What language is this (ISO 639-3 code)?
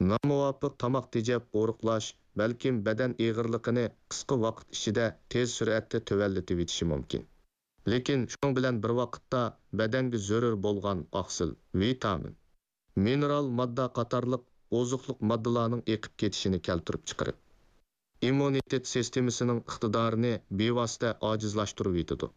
uig